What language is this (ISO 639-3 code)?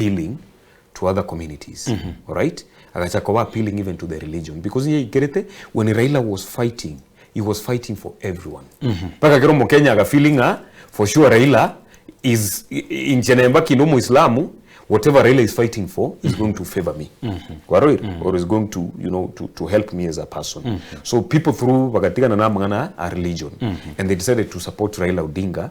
guz